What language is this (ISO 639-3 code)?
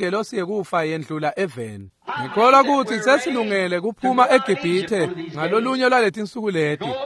ssw